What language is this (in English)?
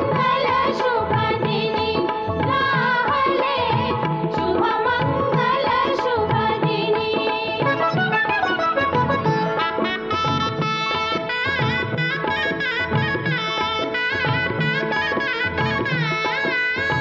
Marathi